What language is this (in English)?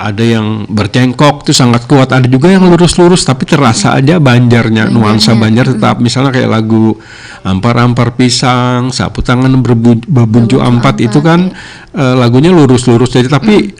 Banjar